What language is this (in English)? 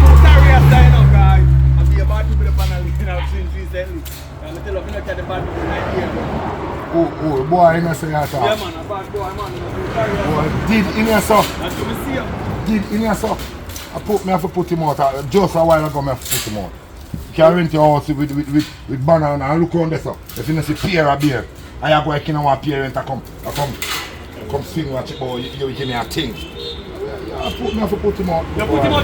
Jamaican Creole English